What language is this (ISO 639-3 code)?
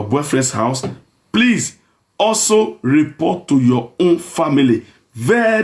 pcm